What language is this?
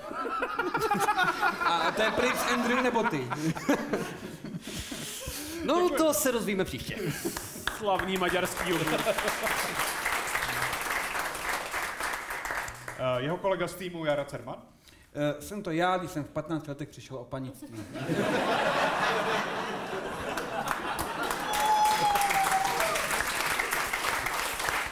Czech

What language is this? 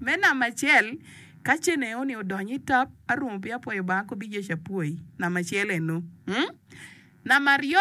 Acoli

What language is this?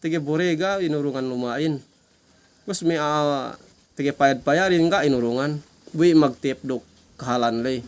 Yakan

